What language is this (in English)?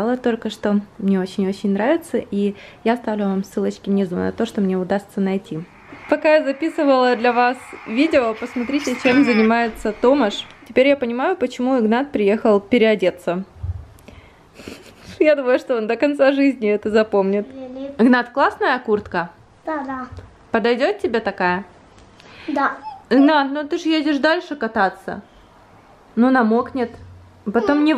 Russian